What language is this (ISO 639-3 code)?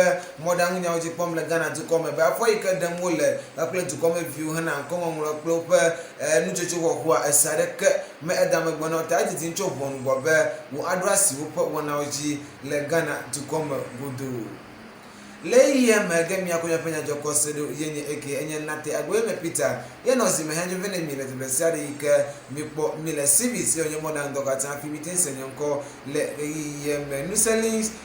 ewe